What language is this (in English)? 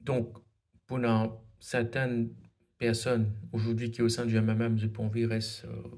Morisyen